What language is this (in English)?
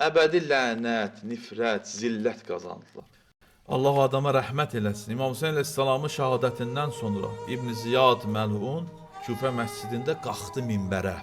Azerbaijani